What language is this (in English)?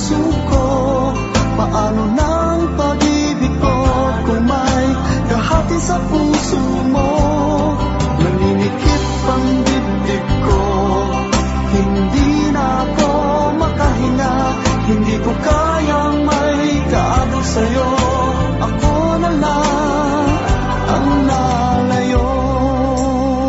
Filipino